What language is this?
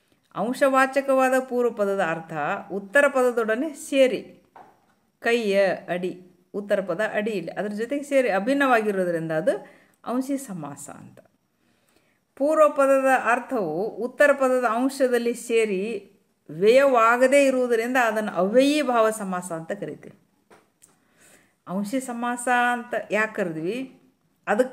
Kannada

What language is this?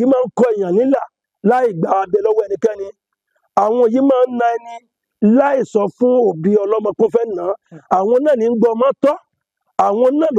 Yoruba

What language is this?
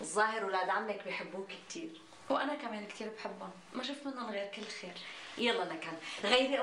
North Levantine Arabic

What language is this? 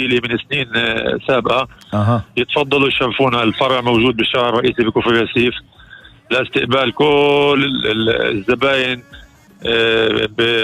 North Levantine Arabic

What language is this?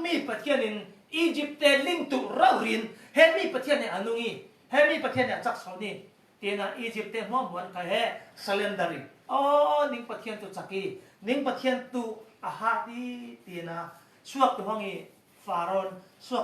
Falam Chin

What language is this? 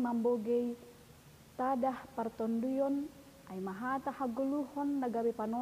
Batak Simalungun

